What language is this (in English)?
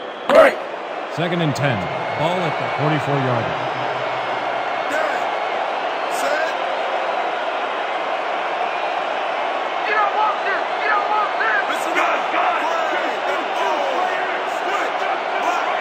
English